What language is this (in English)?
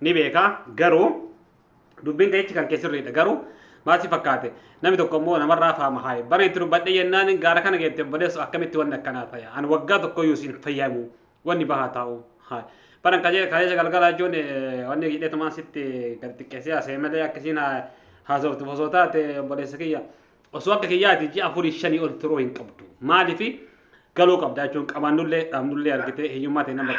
Oromo